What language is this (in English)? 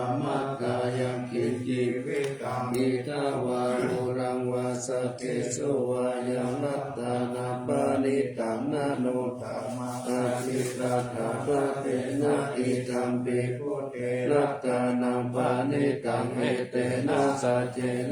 Pali